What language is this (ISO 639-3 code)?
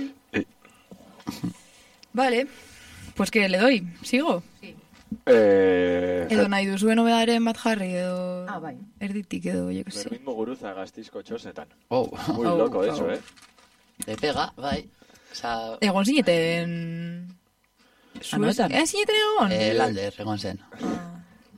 eus